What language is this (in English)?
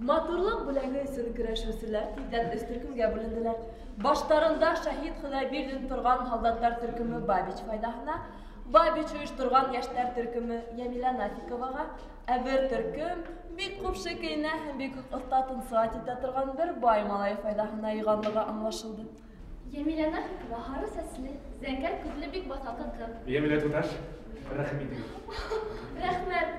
Bashkir